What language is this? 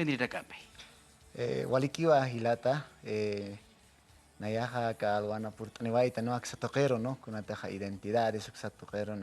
Aymara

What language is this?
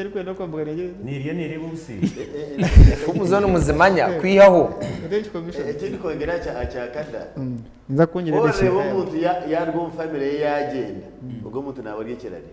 Nyankole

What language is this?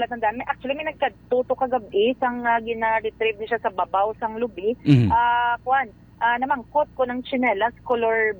Hiligaynon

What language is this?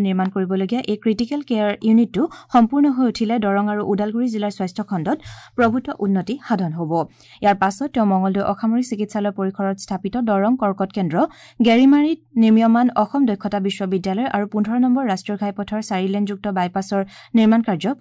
Assamese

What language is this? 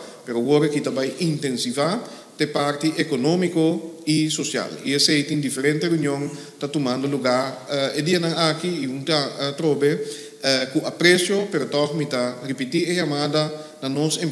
Papiamento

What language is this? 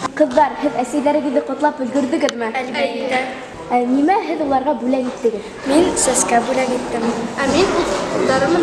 Bashkir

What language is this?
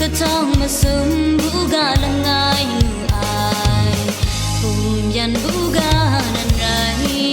Kachin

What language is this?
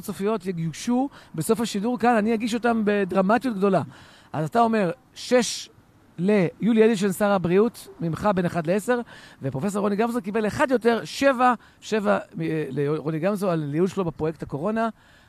Hebrew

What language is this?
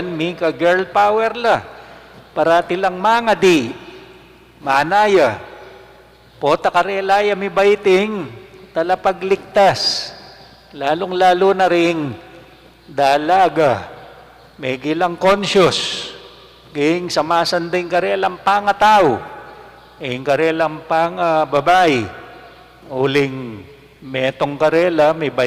Pampanga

